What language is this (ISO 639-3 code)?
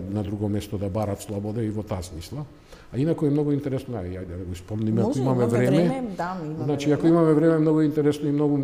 mkd